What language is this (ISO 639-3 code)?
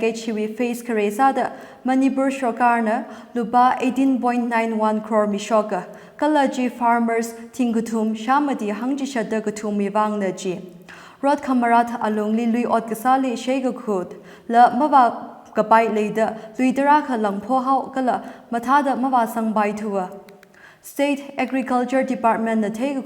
nmf